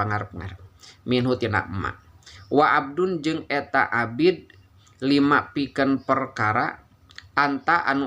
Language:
Sundanese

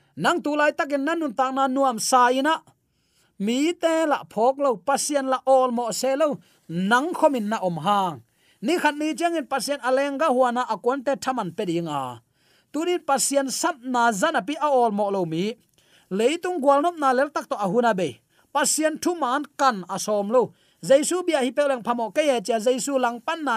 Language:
Tedim Chin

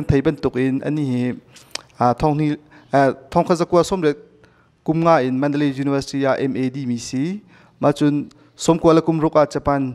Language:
Hakha Chin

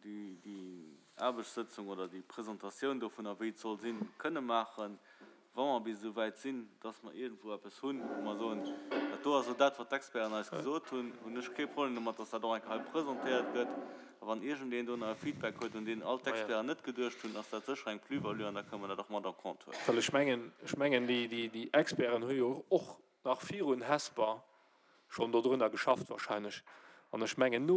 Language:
Luxembourgish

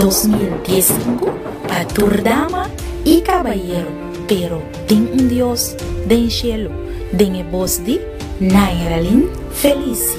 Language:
Papiamento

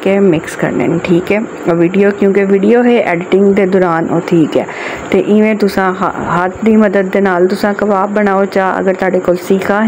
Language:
Saraiki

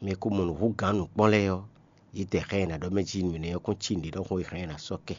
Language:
Fon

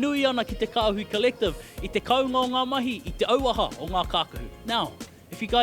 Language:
Māori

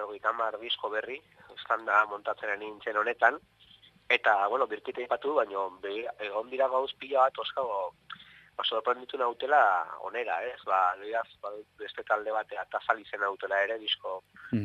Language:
Basque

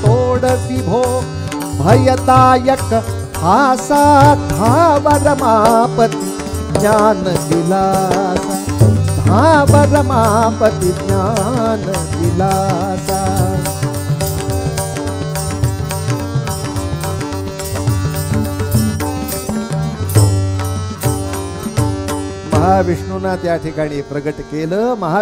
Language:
Marathi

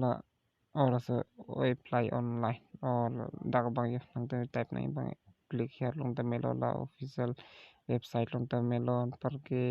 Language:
Karbi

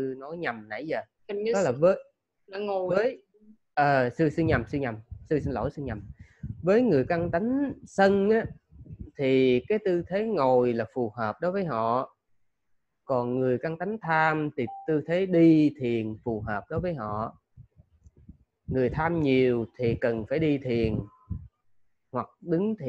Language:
Vietnamese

